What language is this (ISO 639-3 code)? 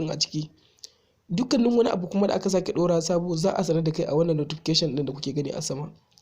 hau